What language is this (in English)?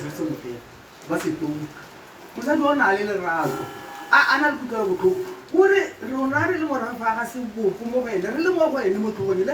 Tswana